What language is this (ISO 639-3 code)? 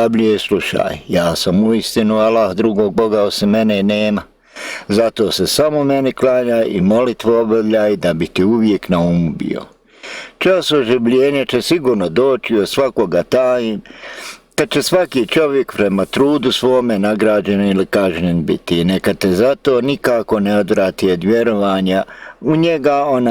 bos